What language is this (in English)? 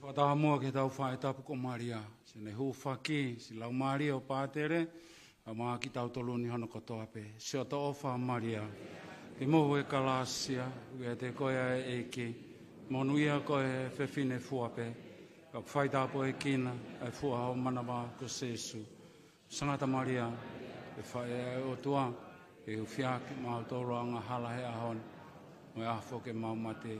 Tongan